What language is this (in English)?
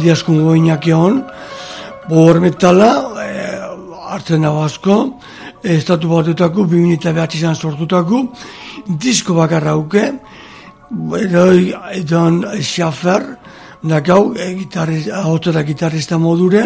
Basque